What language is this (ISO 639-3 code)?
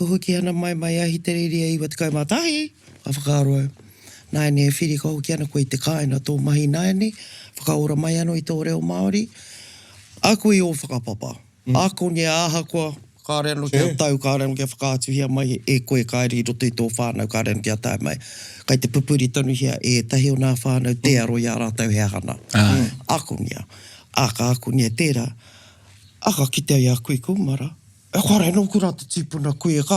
mri